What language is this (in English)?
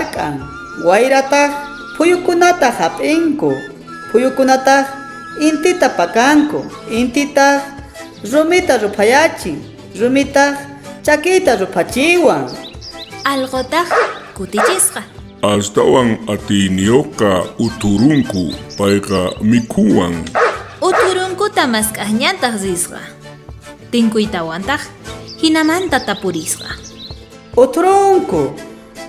South Bolivian Quechua